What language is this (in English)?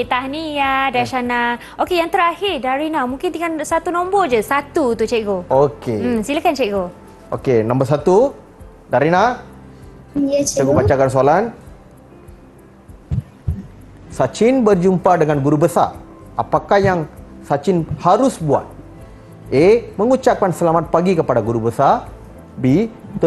Malay